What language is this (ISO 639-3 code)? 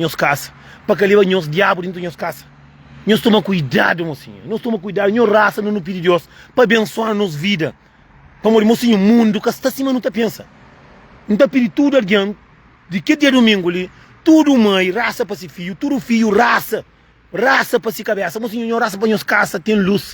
kea